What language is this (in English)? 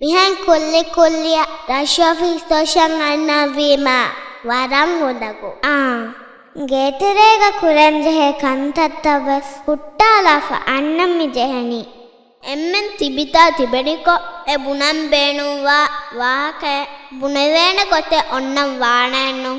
Divehi